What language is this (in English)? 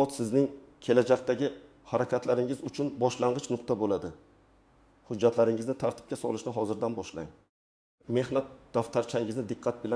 Uzbek